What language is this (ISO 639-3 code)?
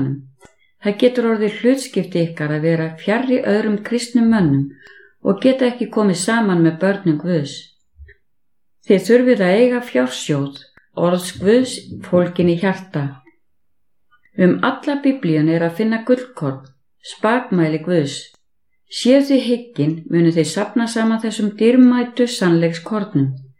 isl